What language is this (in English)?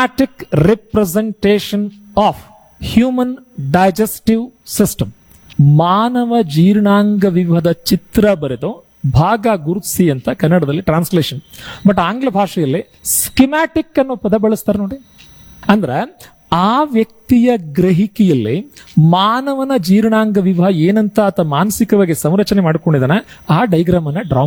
Kannada